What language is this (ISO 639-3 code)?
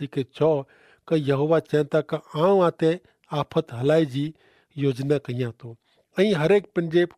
kfr